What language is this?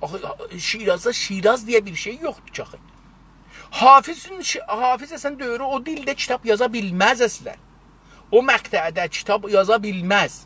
South Azerbaijani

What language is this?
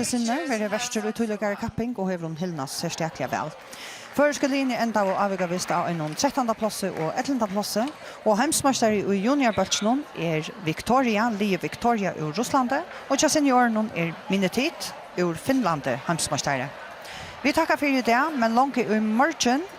Faroese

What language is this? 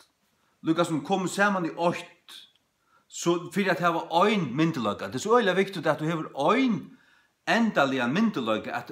Faroese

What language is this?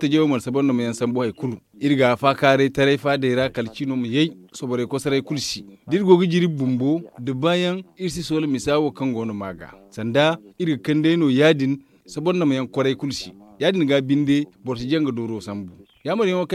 Zarma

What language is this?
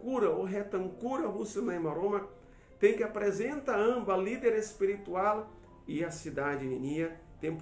Tetum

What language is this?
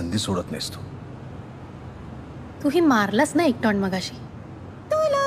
Marathi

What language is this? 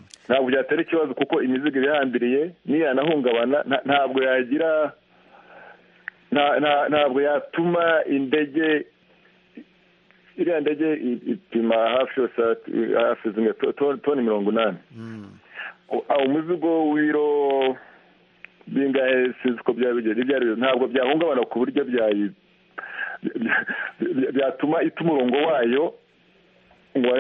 Kinyarwanda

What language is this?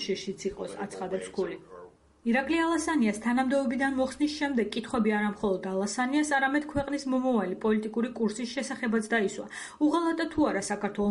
Georgian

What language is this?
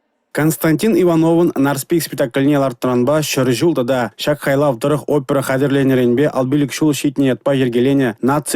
Chuvash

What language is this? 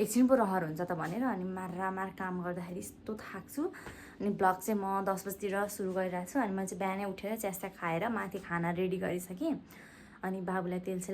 Nepali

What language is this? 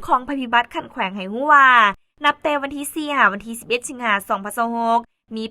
Lao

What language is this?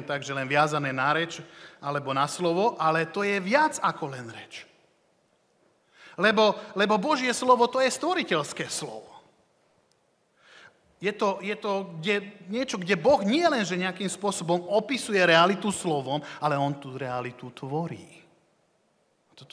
Slovak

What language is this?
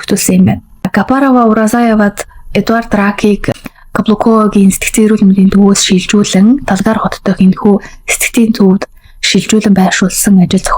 Mongolian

